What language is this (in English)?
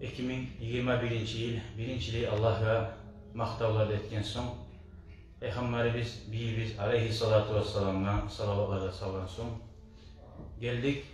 Kumyk